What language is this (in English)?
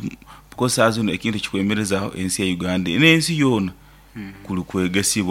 Nyoro